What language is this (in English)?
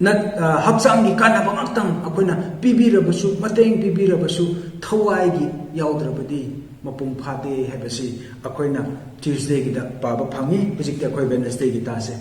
Manipuri